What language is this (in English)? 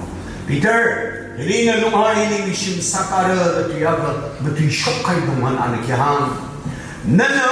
Tangkhul Naga (India)